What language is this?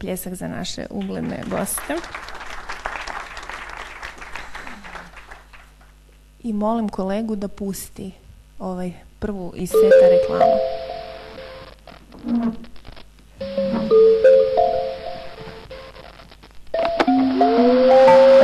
Croatian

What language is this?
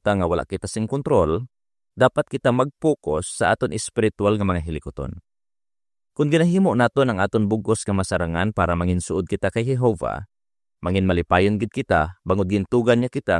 Hiligaynon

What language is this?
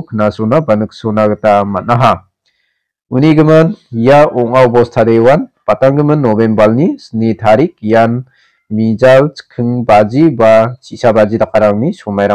Garo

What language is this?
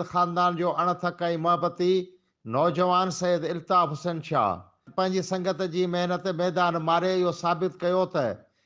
Sindhi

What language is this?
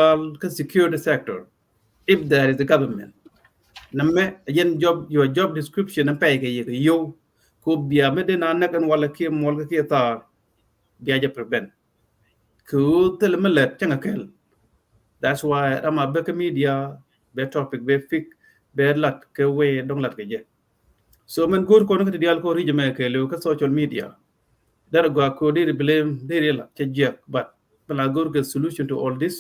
Nuer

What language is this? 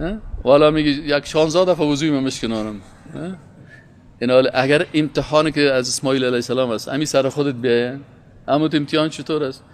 Persian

